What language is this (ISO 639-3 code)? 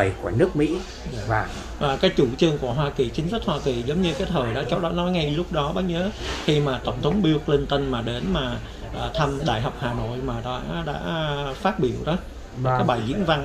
vie